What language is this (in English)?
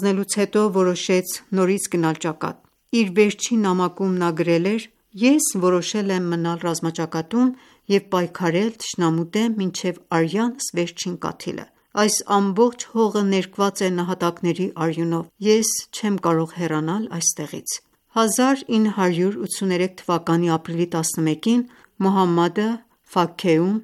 Armenian